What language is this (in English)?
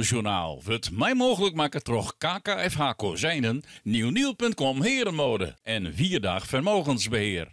Western Frisian